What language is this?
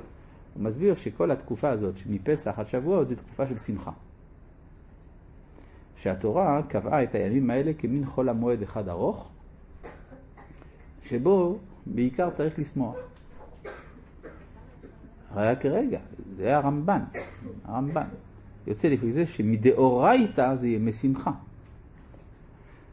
Hebrew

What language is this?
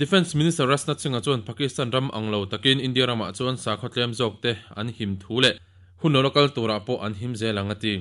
Mizo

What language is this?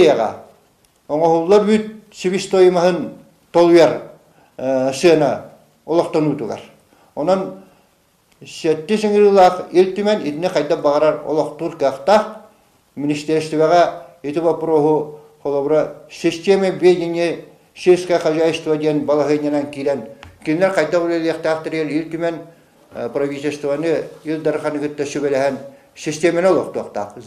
Yakut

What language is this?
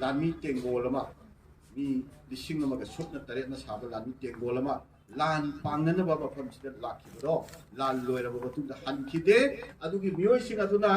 Manipuri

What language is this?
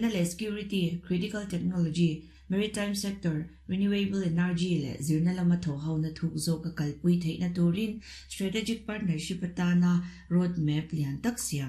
Mizo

